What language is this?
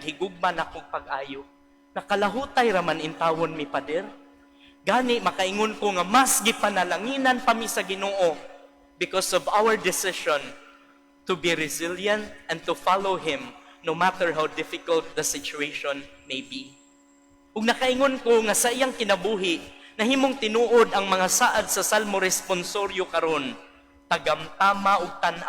Cebuano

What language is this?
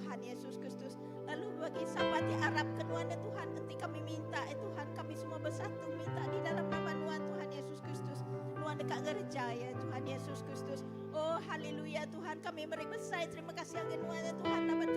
Iban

